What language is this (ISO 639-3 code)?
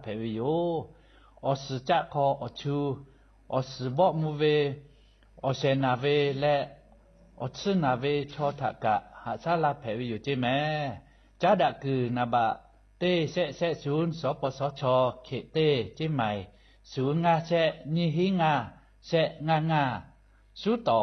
lhu